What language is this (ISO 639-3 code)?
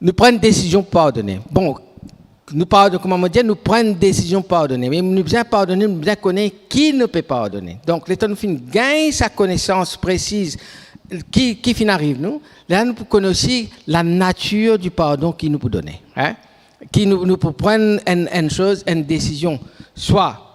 mfe